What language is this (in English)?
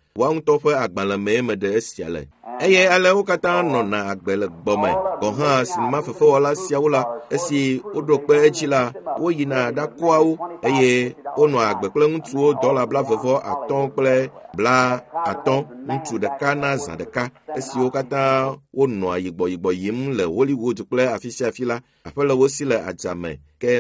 Ewe